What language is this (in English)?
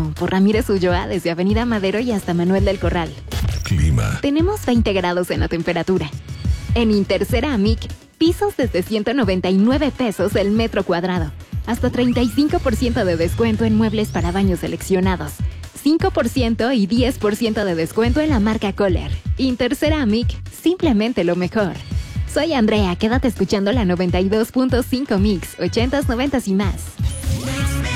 Spanish